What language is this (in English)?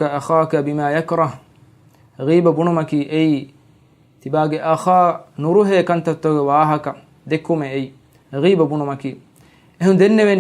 Divehi